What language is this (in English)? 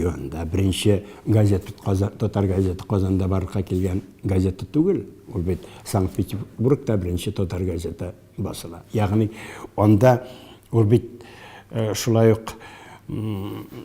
Tatar